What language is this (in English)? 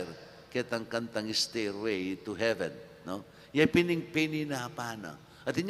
Pampanga